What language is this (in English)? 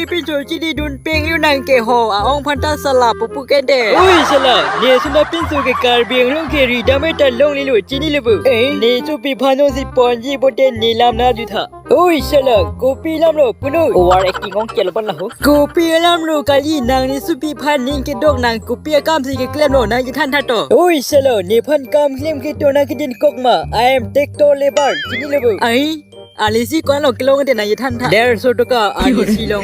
Karbi